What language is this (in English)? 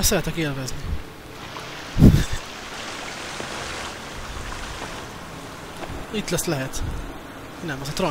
Hungarian